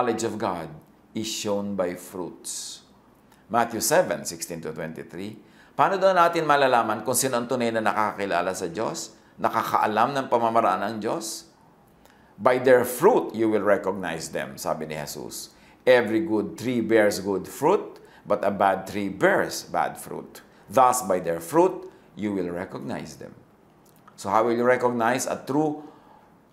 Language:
Filipino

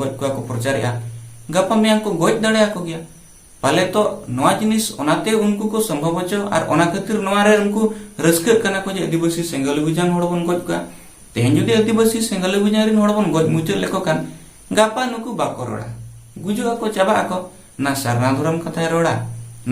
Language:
Santali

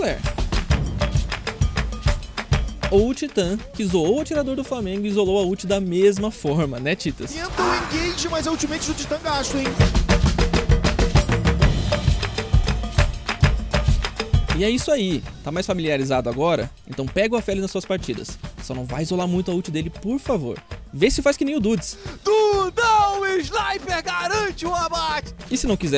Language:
Portuguese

